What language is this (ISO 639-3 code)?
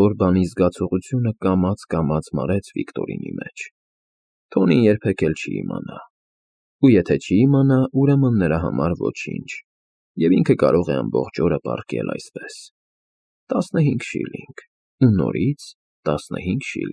hye